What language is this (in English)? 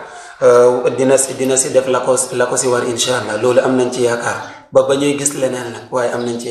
Wolof